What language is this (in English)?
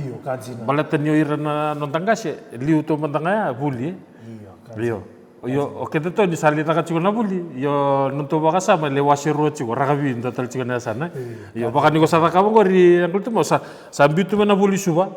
Fijian